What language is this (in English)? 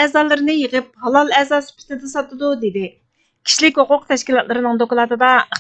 Uyghur